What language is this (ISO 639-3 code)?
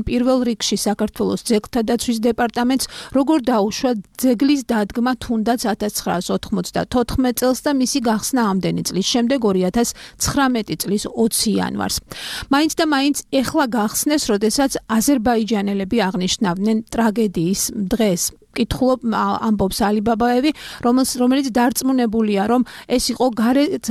kat